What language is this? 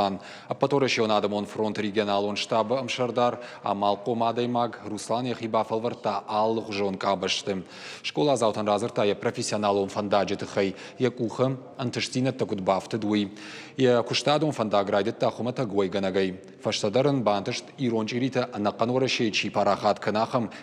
Ossetic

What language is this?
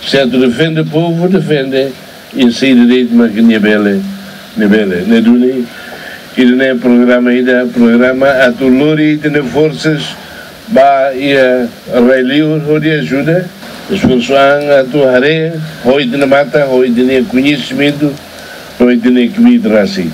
Tetum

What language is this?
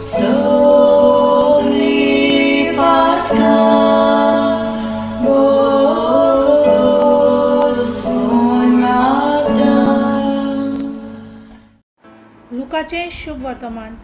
Konkani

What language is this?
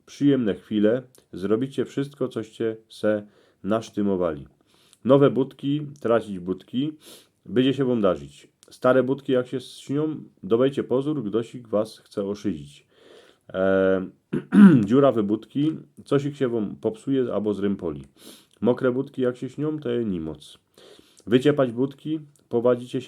Silesian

